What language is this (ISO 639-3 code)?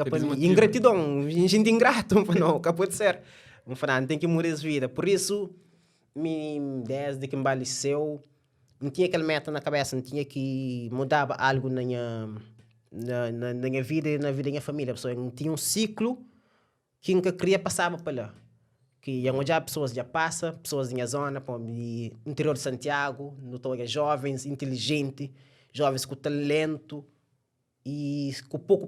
kea